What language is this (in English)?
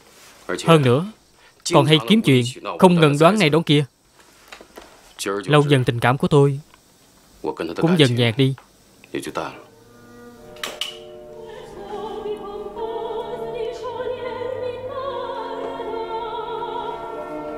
Vietnamese